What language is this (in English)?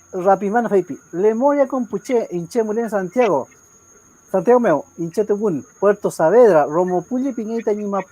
Mapuche